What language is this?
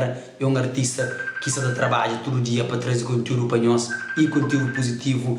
Kabuverdianu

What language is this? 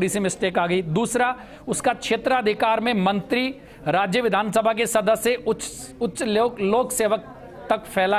Hindi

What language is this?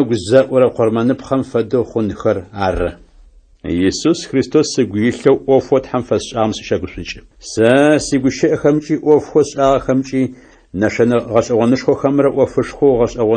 Adyghe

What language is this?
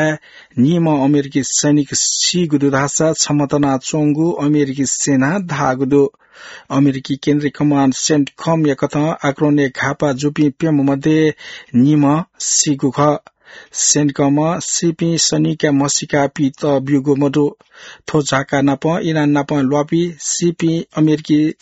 Newari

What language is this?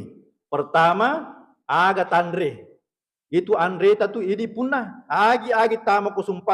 Buginese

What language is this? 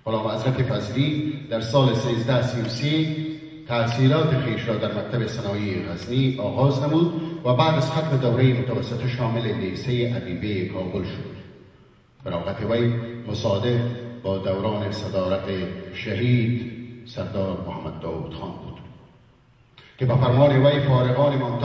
Persian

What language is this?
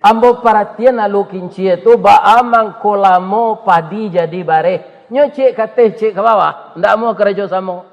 Minangkabau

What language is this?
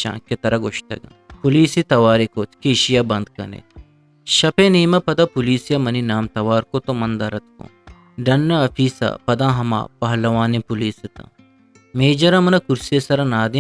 Eastern Balochi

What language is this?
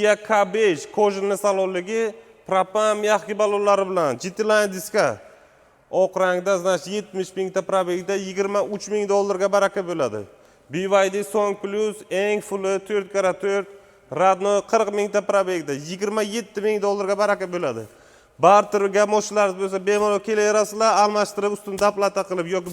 Uzbek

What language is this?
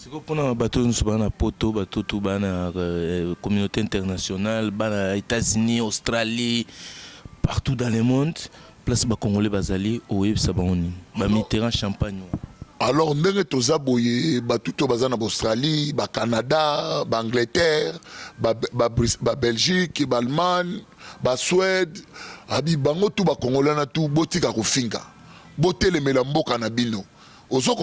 Lingala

